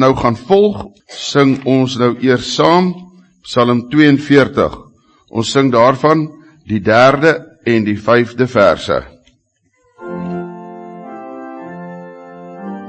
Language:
Afrikaans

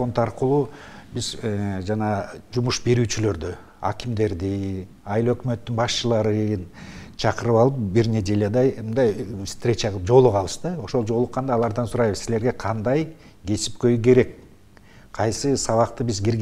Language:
Kyrgyz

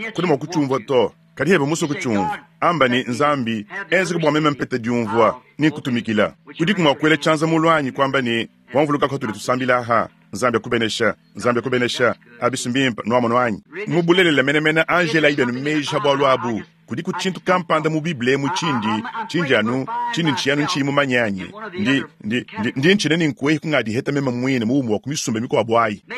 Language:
Luba-Lulua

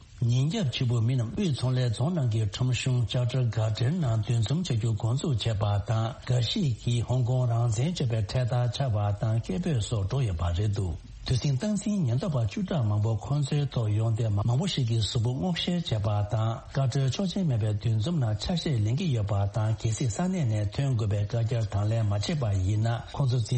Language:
Tibetan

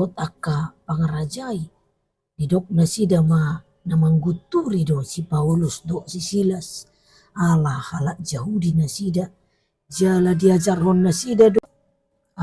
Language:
Batak Toba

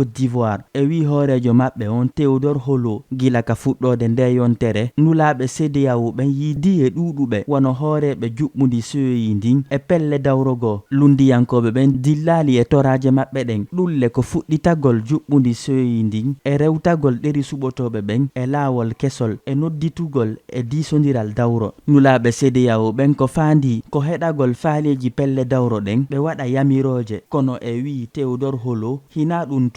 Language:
Fula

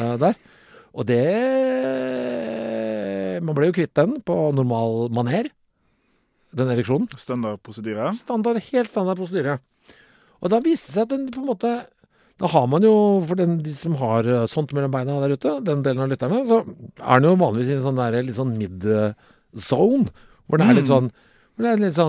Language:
Norwegian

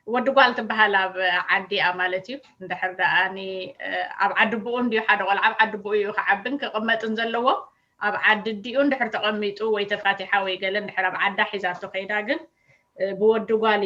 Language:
Tigrinya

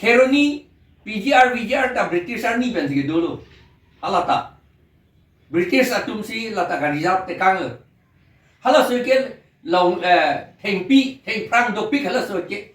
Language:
Karbi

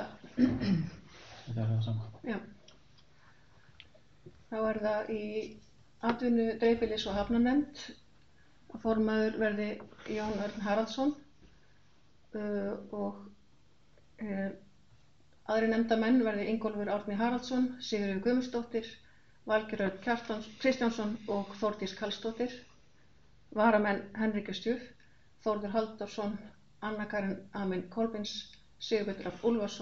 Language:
Icelandic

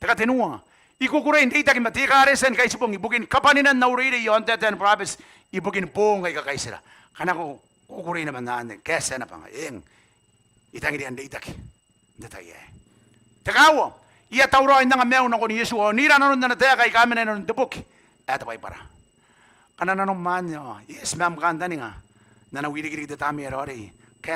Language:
Gilbertese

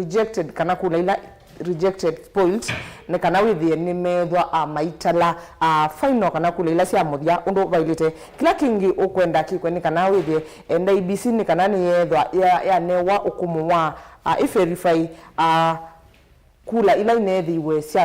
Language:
Kamba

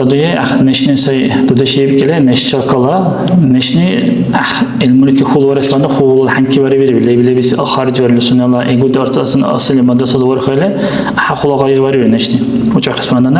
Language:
Dargwa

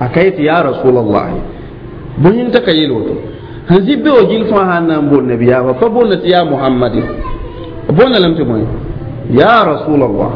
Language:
Mossi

